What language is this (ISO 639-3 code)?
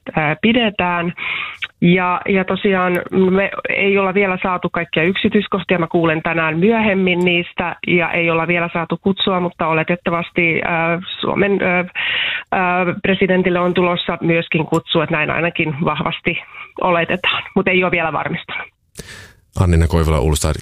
fin